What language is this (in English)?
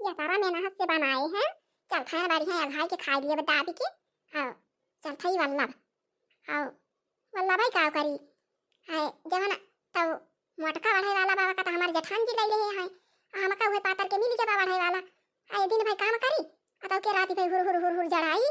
Awadhi